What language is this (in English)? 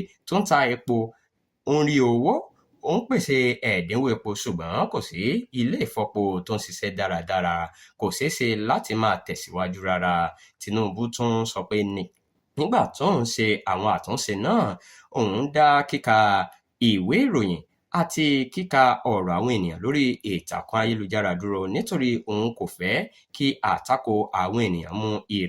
Yoruba